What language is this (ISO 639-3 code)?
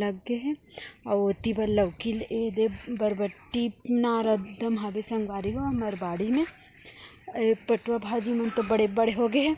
hne